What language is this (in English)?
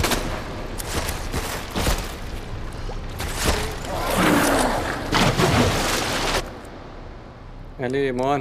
Hebrew